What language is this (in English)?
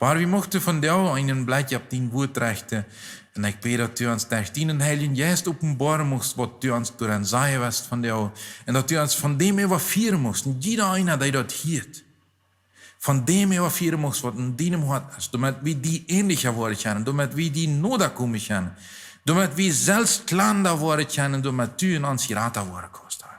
Plautdietsch